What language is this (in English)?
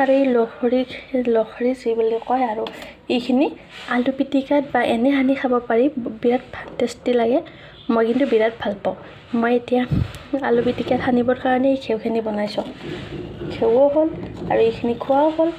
Assamese